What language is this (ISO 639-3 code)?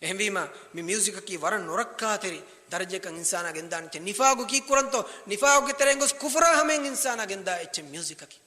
div